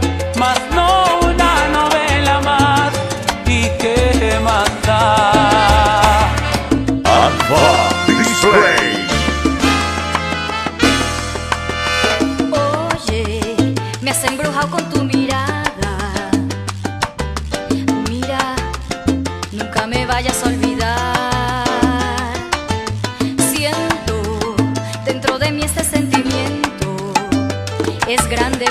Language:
Spanish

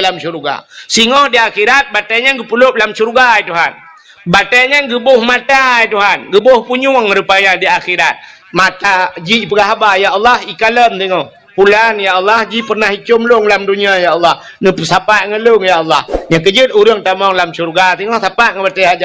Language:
Achinese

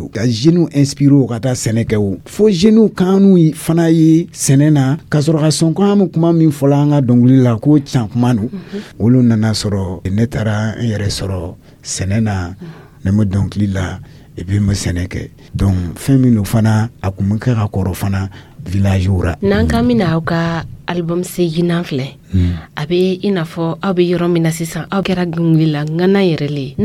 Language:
Dyula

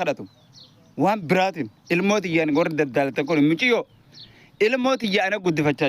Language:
Oromo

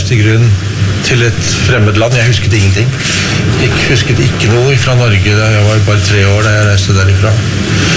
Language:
Norwegian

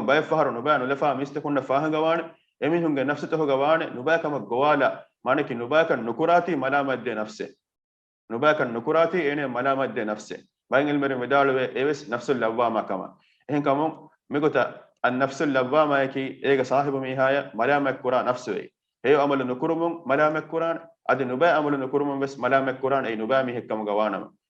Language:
Divehi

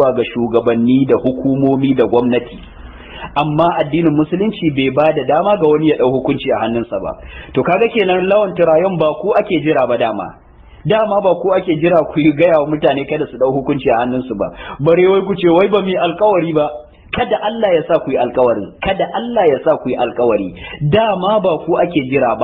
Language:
Hausa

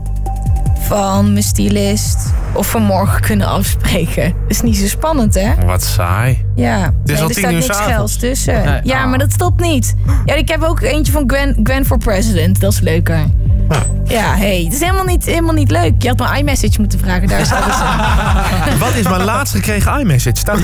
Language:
Dutch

